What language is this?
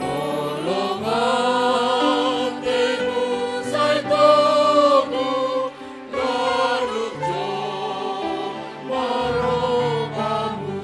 Batak Simalungun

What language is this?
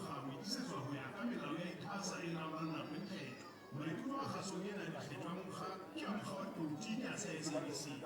Southern Sotho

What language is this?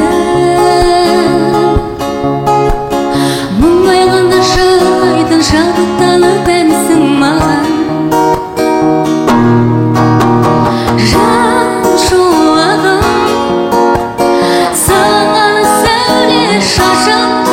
Kazakh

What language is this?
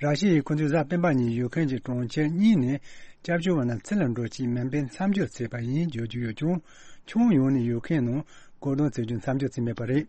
Tibetan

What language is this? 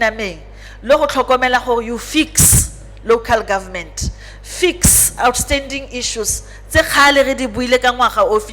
Tswana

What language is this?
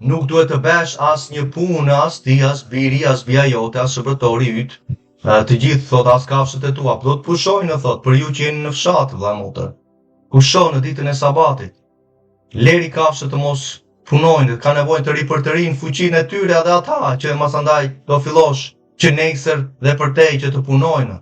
Albanian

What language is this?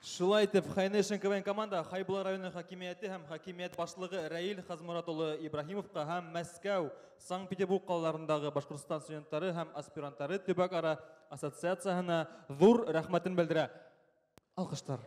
Bashkir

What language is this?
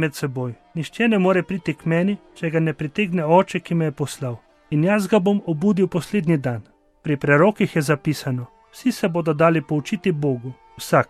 Slovenian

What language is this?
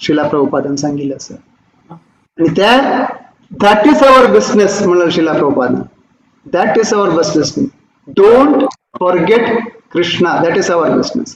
Konkani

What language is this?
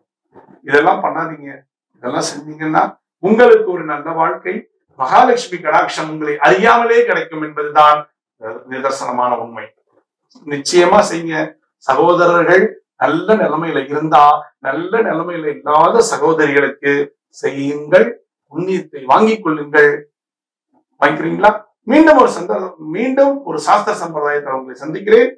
Tamil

